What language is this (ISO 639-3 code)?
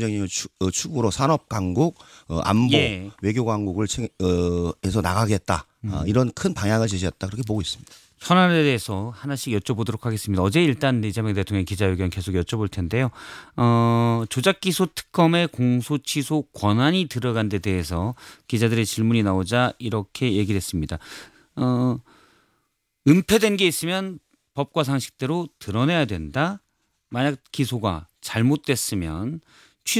kor